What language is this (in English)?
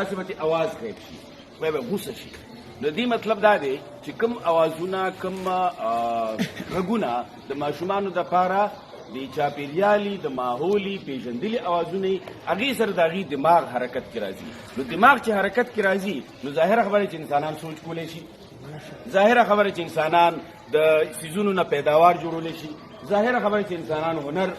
Pashto